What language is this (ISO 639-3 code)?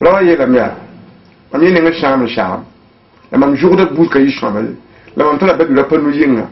mos